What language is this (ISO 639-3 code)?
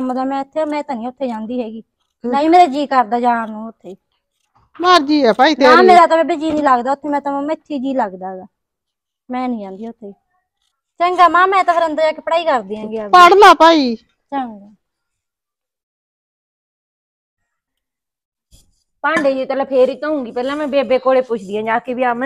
pan